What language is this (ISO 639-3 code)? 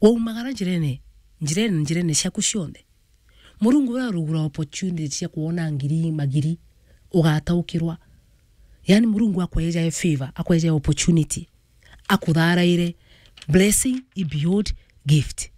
mer